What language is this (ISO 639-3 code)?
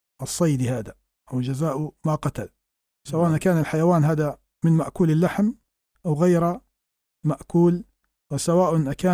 ara